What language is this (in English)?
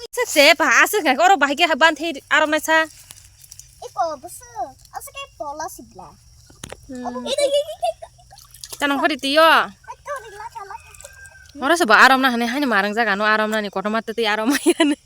Kok Borok